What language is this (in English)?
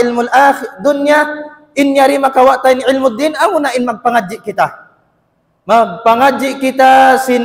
Tausug